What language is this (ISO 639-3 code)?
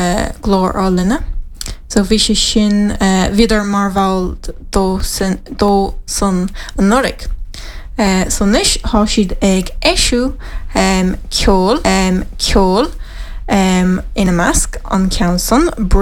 gle